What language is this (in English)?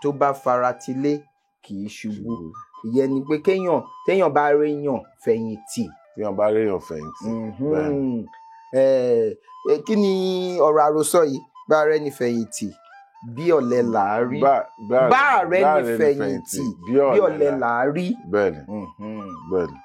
Yoruba